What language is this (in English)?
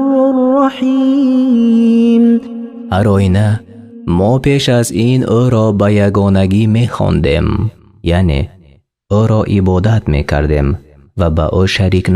Tajik